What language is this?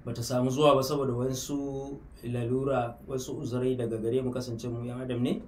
Hausa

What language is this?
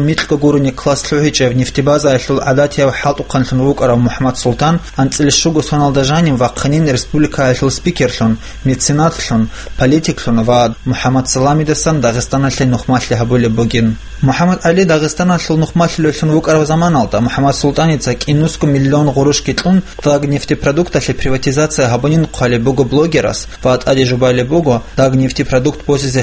Avaric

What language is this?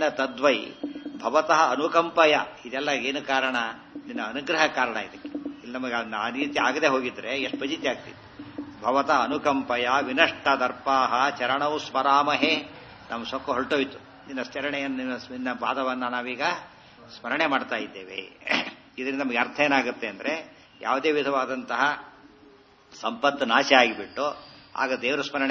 Kannada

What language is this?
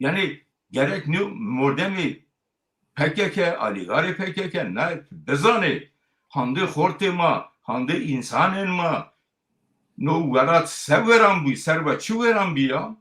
Zaza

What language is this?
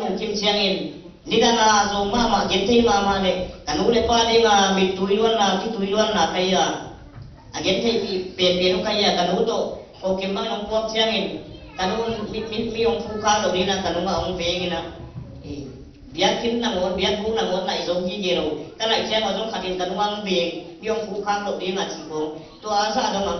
Tedim Chin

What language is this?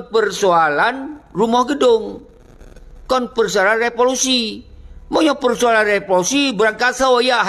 Achinese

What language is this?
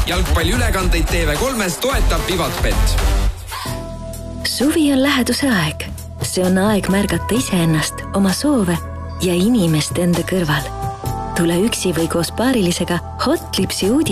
Estonian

